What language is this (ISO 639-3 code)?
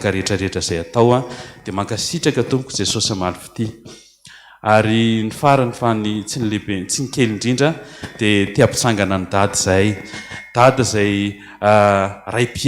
mlg